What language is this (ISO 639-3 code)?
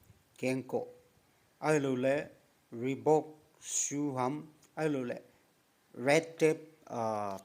tcz